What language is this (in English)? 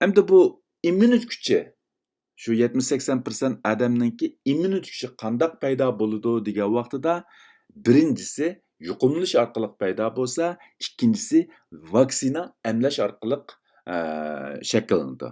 Uyghur